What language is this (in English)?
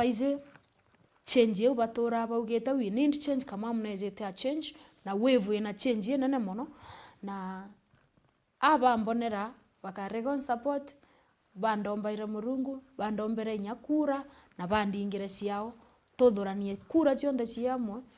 Meru